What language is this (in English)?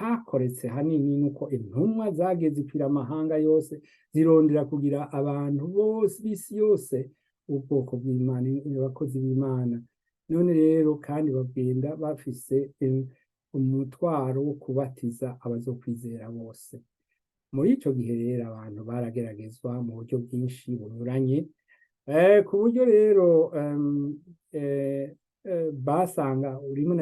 Rundi